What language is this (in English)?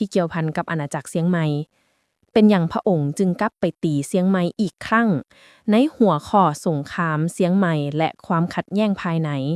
Lao